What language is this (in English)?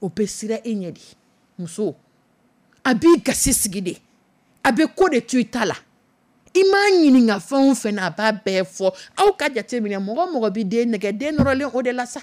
Dyula